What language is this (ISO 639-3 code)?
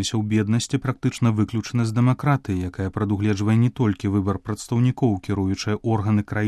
bel